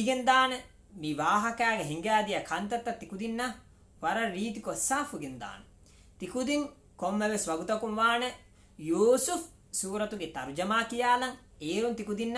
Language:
Divehi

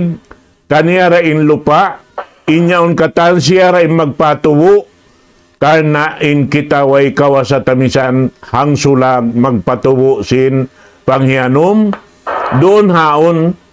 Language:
Tausug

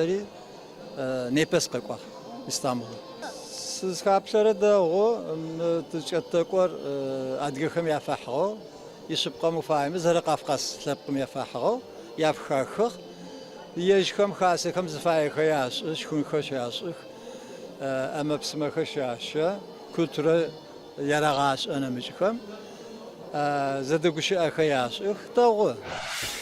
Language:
Adyghe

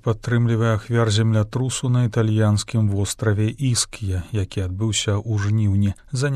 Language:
Belarusian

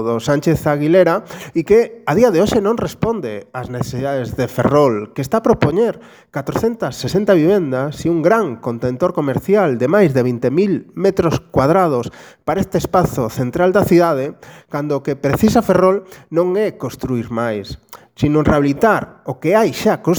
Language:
Galician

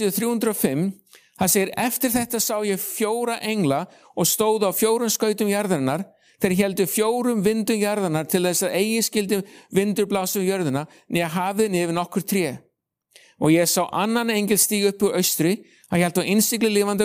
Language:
Icelandic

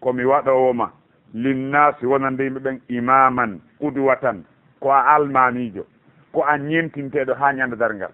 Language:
Fula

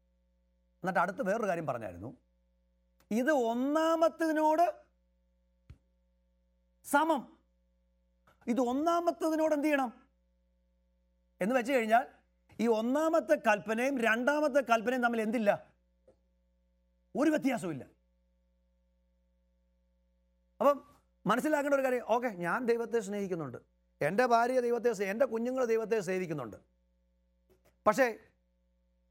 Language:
Malayalam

